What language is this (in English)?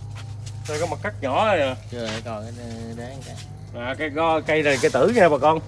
Vietnamese